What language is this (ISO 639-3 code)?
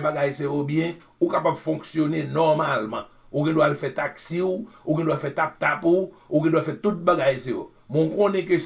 hat